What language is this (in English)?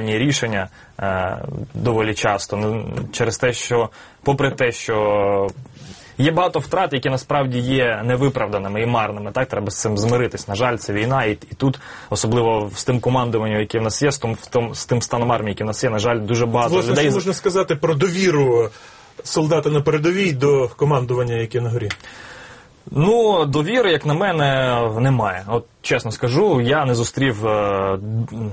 Ukrainian